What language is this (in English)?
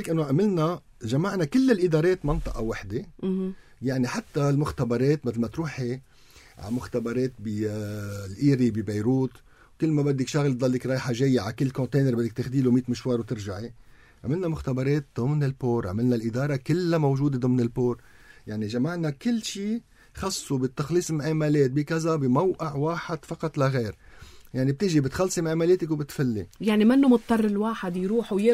North Levantine Arabic